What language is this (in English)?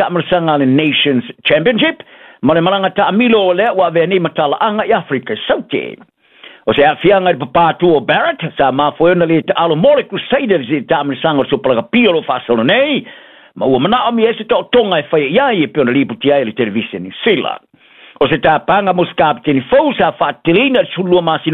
Samoan